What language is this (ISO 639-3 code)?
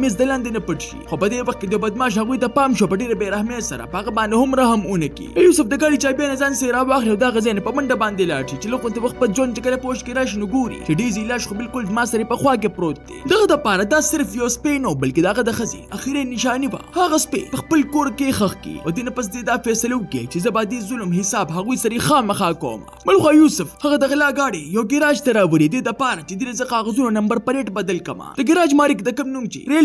pus